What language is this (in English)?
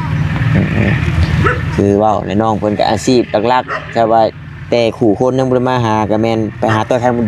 Northeastern Thai